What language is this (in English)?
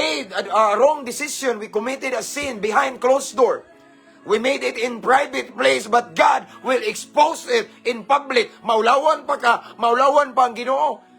Cebuano